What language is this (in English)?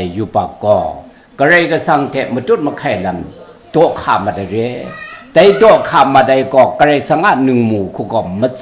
Kachin